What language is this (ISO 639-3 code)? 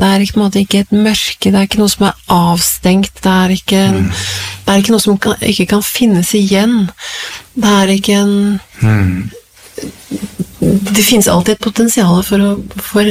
nor